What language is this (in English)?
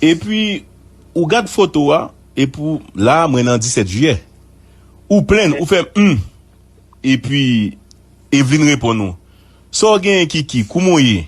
Haitian Creole